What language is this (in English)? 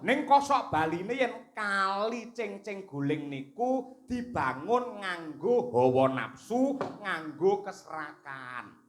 Javanese